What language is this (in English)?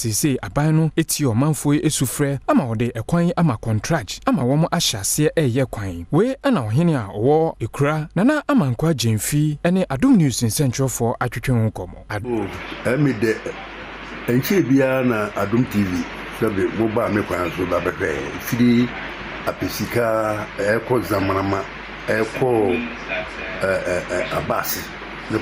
Akan